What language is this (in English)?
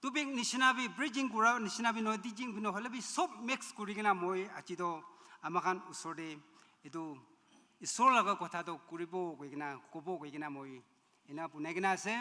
Naga Pidgin